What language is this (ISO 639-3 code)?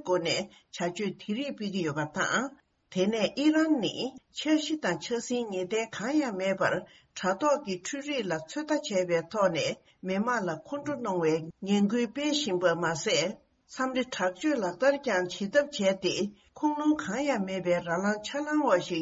bod